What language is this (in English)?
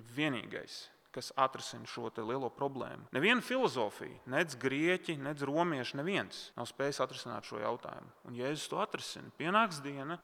Latvian